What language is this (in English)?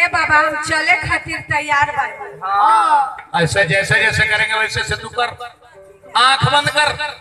Bhojpuri